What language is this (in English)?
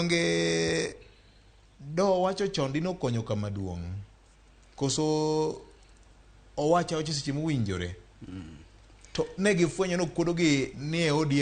Luo (Kenya and Tanzania)